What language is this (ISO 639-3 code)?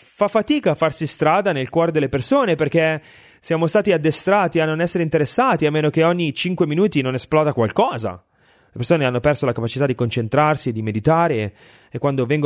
ita